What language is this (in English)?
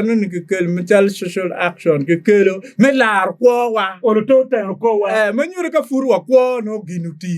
Acoli